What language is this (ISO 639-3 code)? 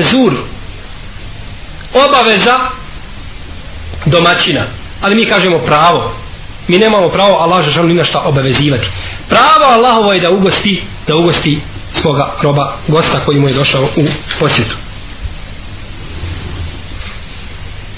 bos